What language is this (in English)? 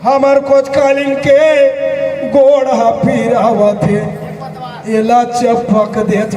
Chhattisgarhi